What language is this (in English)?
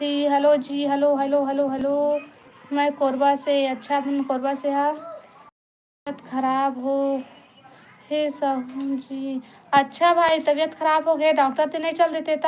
Chhattisgarhi